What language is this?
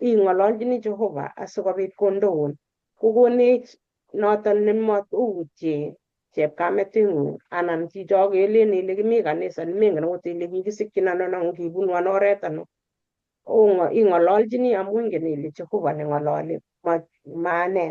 Kalenjin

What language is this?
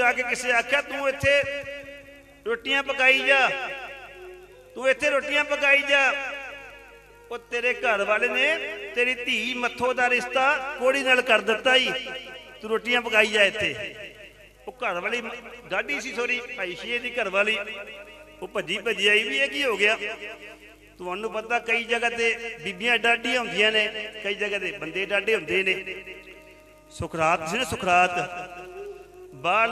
Punjabi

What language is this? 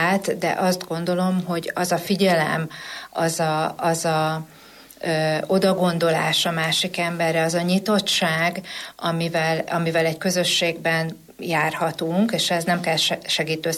Hungarian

